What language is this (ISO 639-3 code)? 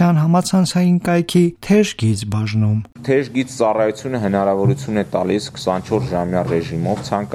hye